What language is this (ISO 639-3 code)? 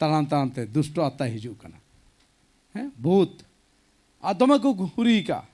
sat